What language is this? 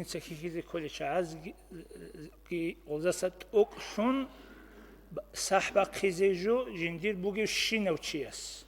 Avaric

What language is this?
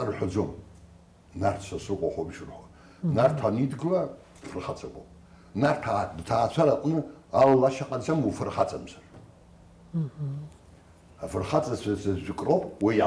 Abkhazian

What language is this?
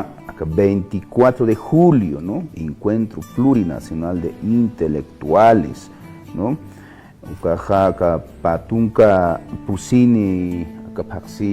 Aymara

